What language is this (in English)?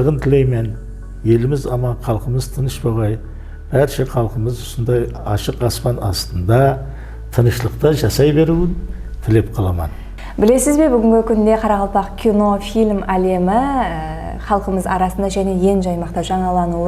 Kara-Kalpak